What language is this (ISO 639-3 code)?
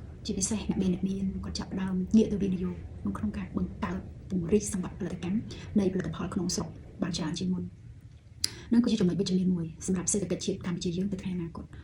khm